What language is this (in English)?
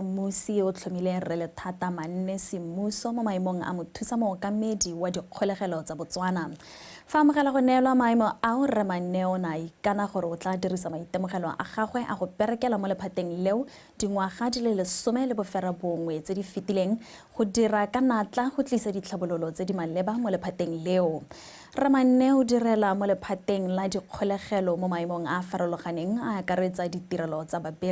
Tswana